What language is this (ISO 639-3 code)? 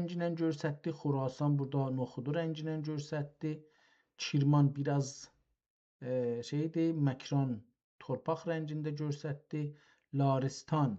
azb